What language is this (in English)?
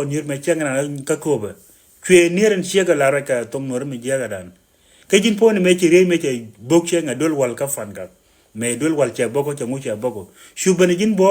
Nuer